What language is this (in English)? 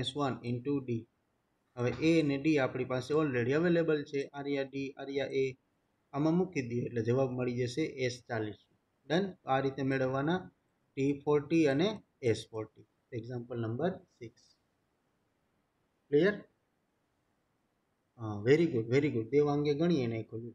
Gujarati